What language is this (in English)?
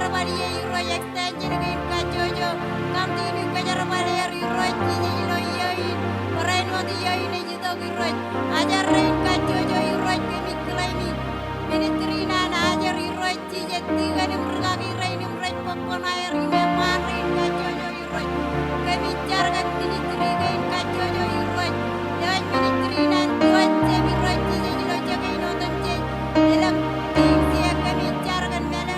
Marshallese